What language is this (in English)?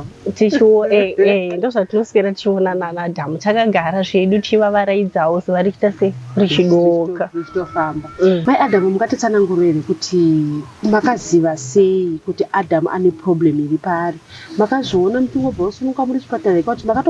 Shona